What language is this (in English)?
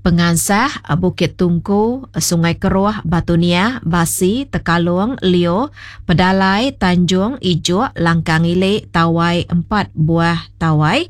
Iban